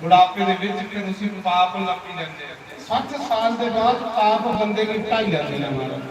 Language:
Dogri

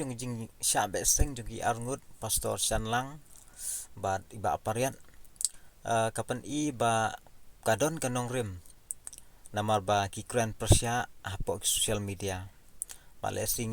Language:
Khasi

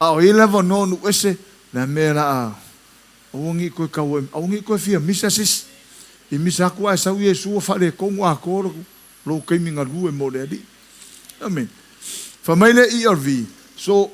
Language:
Samoan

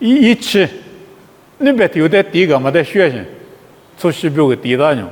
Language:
Lisu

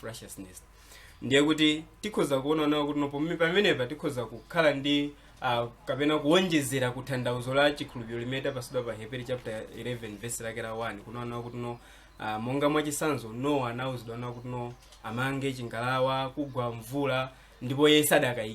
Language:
Nyanja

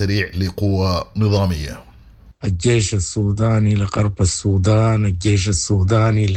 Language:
Sudanese Arabic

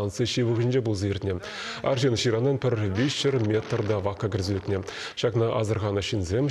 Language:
Chuvash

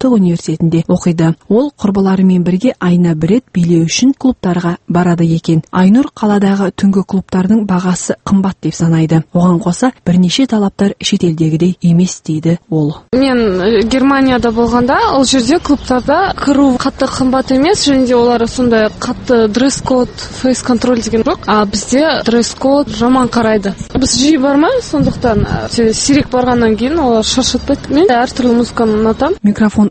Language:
Kazakh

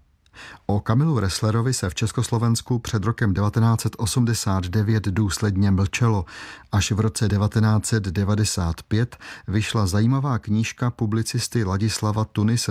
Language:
Czech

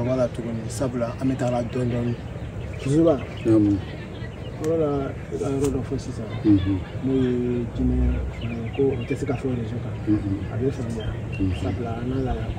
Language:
Bambara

